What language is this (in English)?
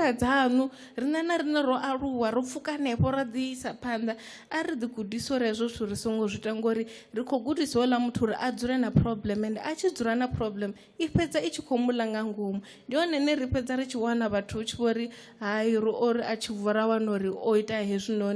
Venda